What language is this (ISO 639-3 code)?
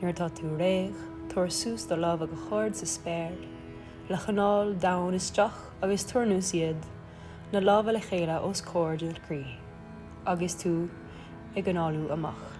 gle